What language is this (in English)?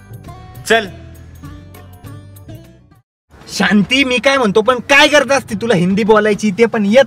Marathi